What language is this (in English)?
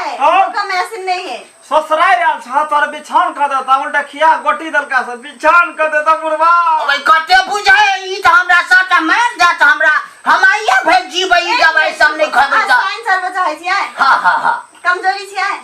Maithili